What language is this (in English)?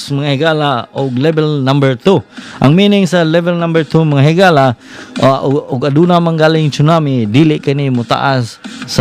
Cebuano